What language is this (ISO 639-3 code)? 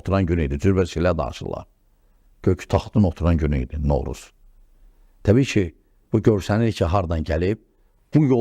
aze